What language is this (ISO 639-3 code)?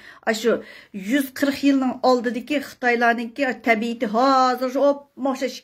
uig